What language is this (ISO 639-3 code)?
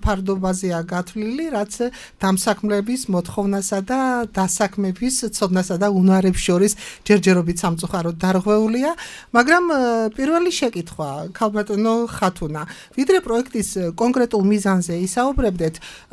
kat